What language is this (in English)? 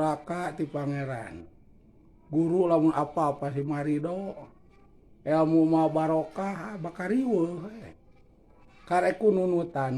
Sundanese